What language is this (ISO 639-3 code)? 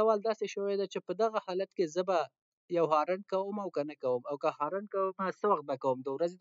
pus